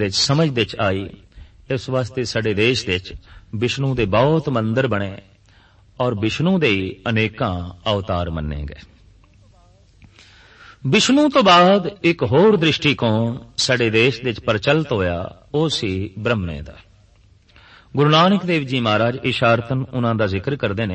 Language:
Punjabi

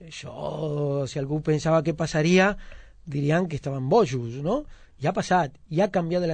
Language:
Catalan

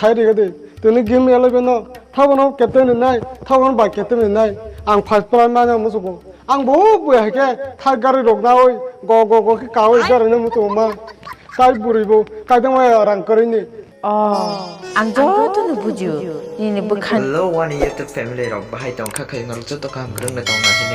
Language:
Kok Borok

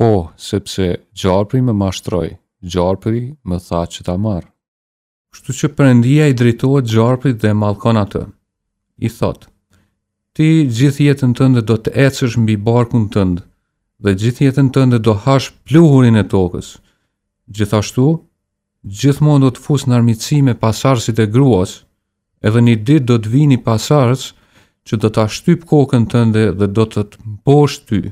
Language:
Albanian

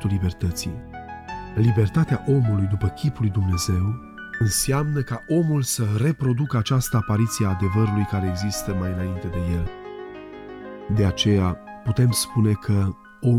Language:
Romanian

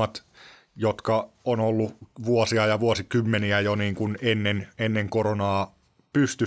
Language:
Finnish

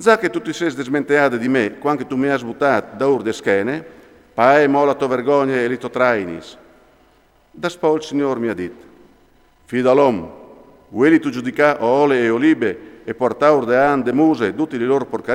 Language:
Friulian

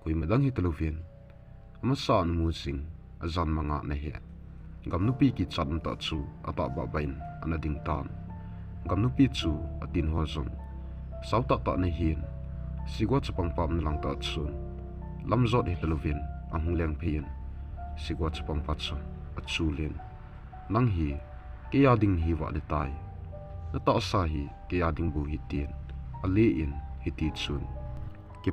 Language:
Thado Chin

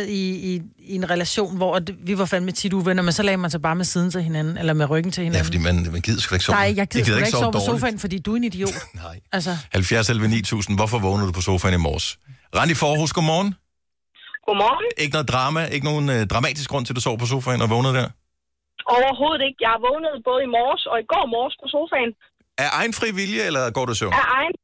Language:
Danish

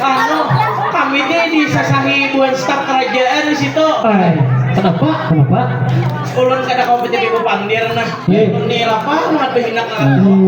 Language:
Banjar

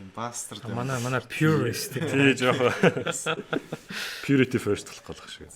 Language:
Mongolian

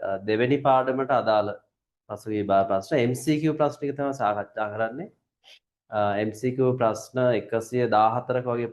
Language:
Sinhala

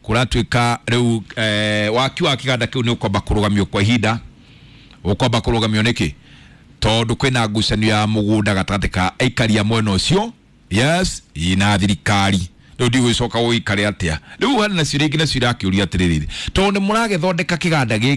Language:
Kikuyu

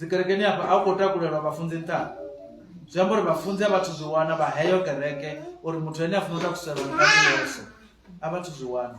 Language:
Venda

